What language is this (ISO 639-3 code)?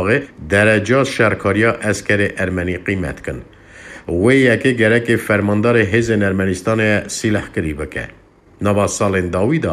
kur